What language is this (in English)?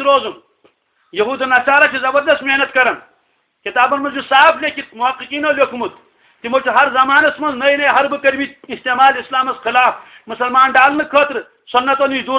Kashmiri